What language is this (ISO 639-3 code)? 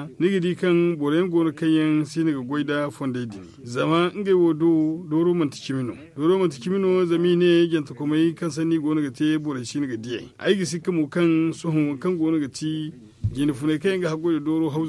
dje